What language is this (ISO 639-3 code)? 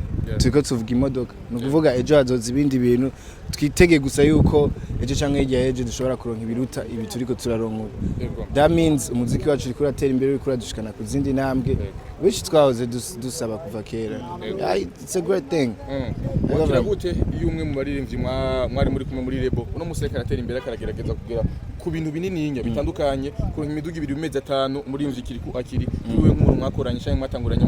run